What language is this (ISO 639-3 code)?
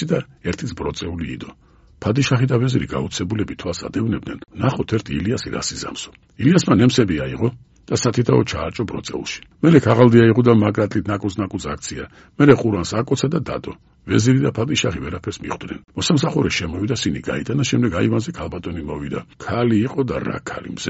kat